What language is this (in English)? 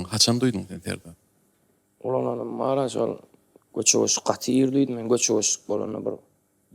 Turkmen